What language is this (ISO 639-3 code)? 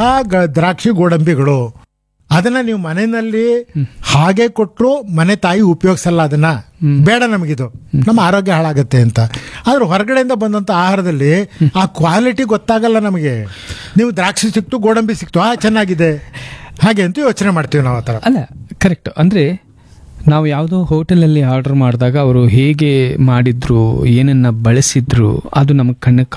kan